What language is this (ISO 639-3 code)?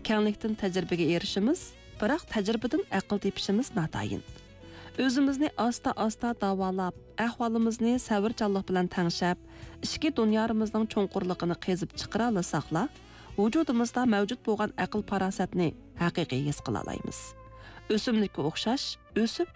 uig